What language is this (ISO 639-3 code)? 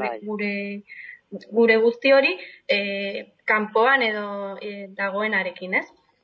eus